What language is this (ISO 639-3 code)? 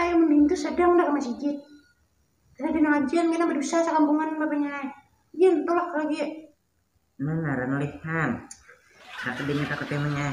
bjn